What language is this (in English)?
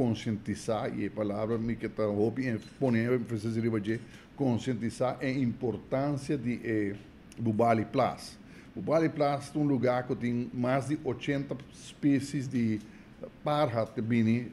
Papiamento